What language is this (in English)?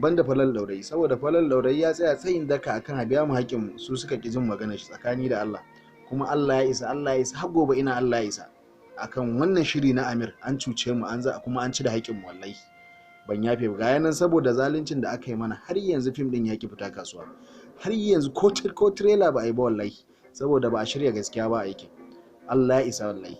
Hausa